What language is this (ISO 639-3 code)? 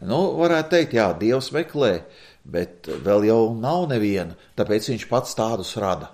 lav